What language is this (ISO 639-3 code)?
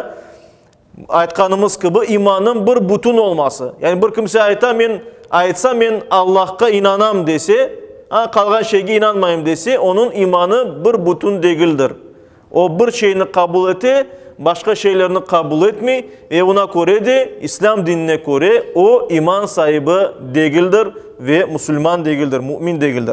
crh